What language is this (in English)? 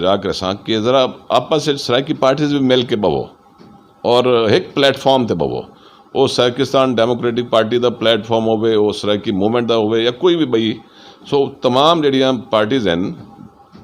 Saraiki